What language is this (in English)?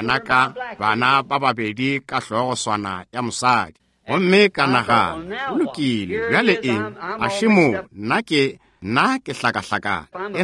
Northern Sotho